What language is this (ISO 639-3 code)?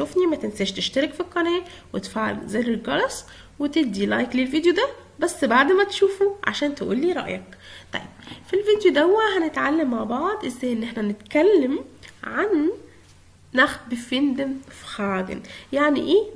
arz